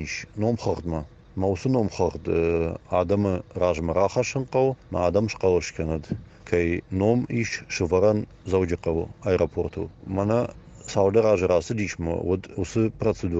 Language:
Ossetic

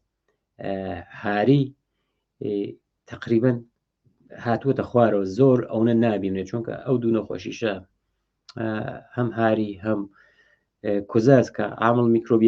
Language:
Central Kurdish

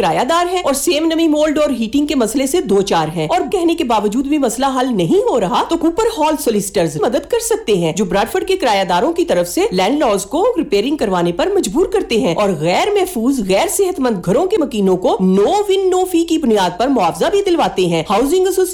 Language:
Urdu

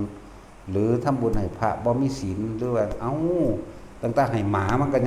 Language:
Northeastern Thai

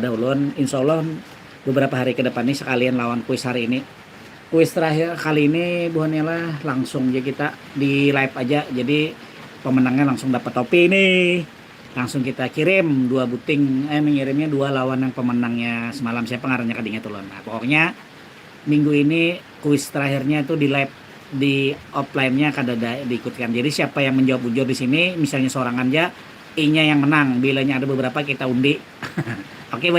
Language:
Banjar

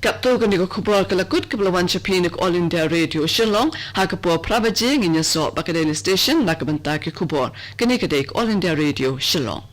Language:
Khasi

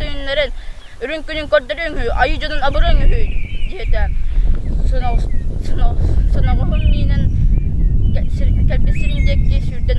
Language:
Yakut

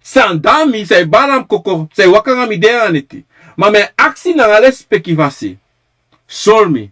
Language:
Sranan Tongo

